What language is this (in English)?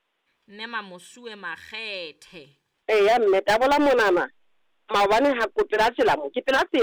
Southern Sotho